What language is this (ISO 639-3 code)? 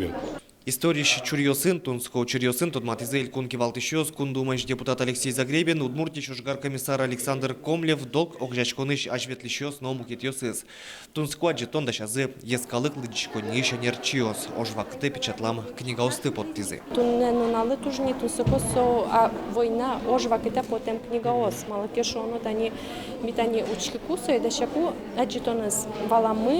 udm